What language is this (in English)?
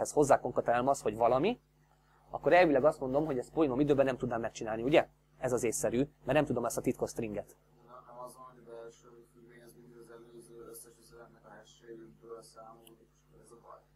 Hungarian